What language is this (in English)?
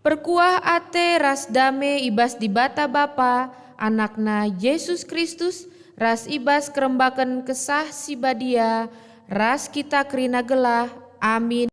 Batak Karo